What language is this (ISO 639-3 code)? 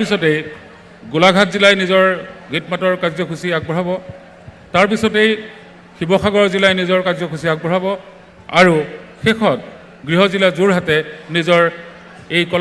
asm